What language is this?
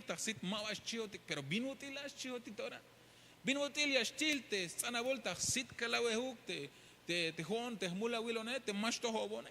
Tzeltal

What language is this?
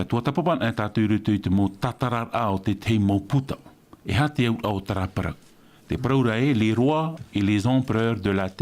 Tahitian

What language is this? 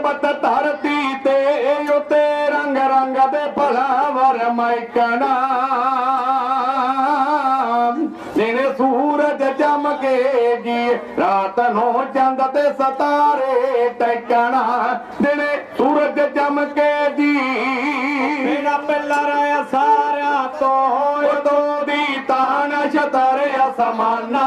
Punjabi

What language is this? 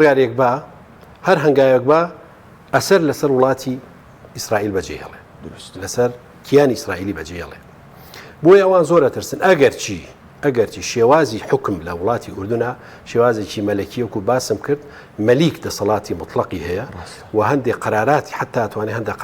Central Kurdish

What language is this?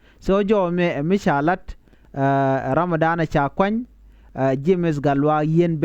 Nuer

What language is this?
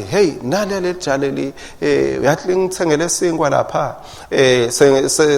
Swati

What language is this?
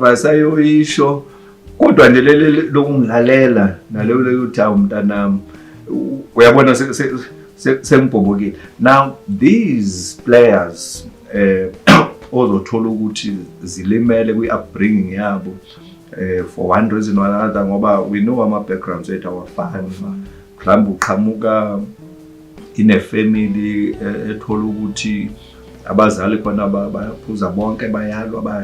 Zulu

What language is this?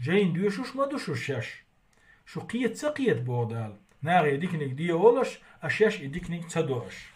Chechen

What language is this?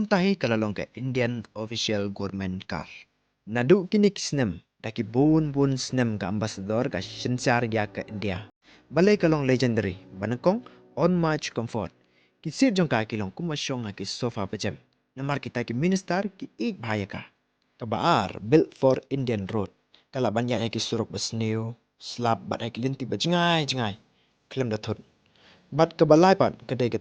Khasi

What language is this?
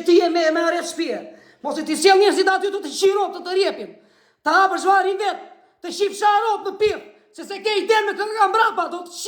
Albanian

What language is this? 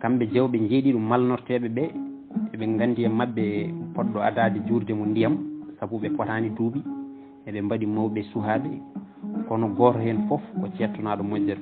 Fula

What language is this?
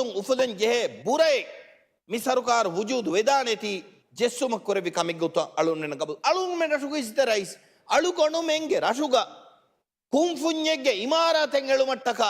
Divehi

